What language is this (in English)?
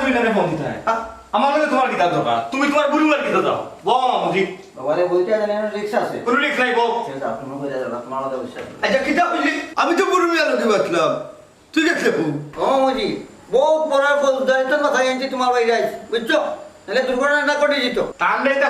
Sylheti